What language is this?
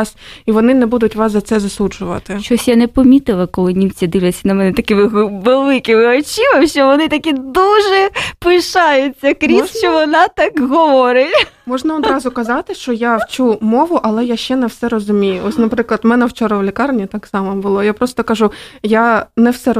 Ukrainian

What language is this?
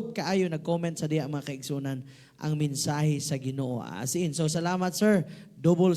Cebuano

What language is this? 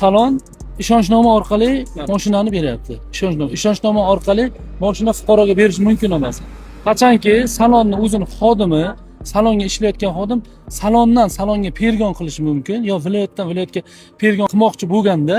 Uzbek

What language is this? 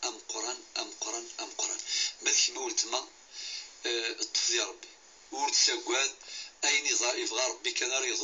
Kabyle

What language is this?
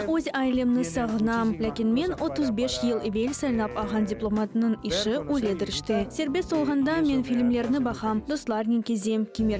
Crimean Tatar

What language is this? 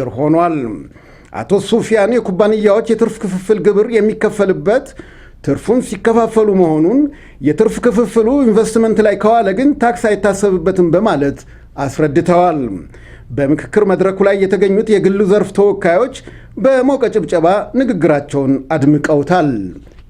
Amharic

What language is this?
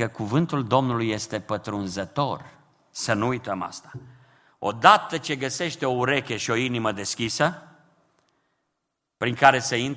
Romanian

